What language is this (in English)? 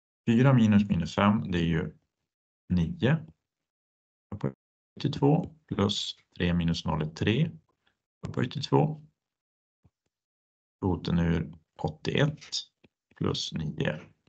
Swedish